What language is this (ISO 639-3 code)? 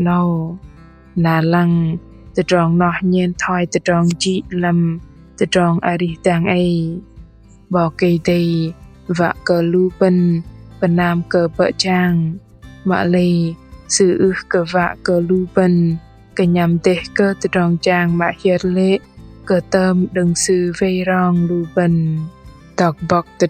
bdq